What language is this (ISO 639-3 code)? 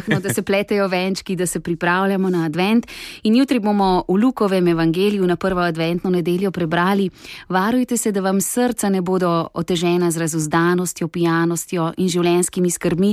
slv